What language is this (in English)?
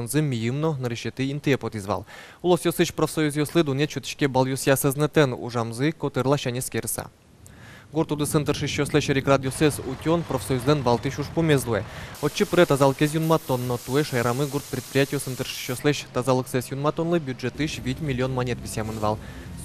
Udmurt